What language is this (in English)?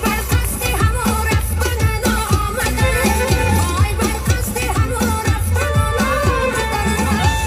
Tajik